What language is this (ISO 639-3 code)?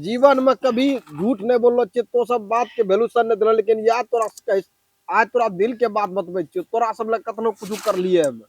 mai